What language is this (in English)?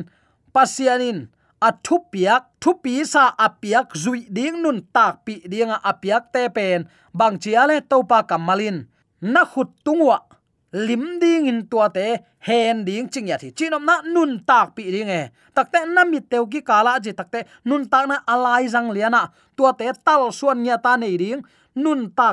Tedim Chin